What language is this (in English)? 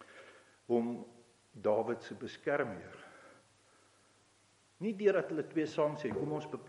Afrikaans